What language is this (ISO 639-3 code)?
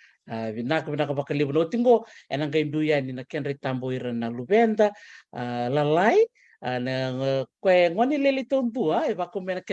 fij